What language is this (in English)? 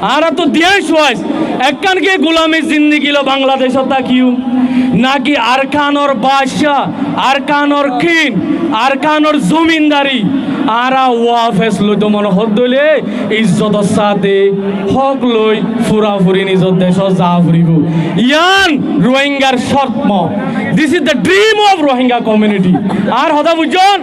Rohingya